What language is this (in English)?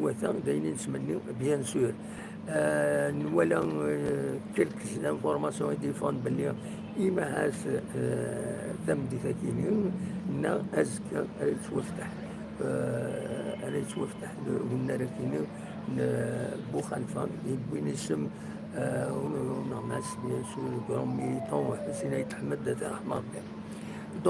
Kabyle